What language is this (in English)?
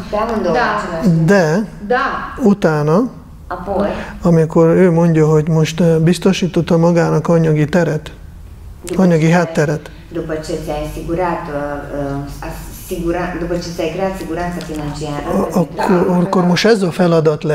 Hungarian